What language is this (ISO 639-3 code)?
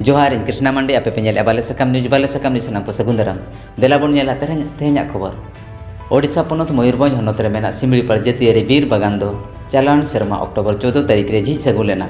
sat